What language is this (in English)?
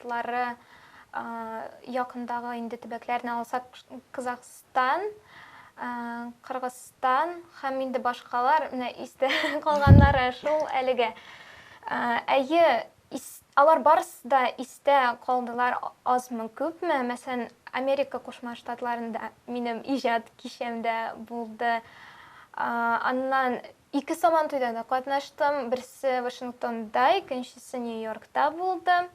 Tatar